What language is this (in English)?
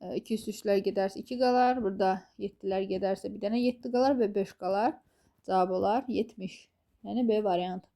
Azerbaijani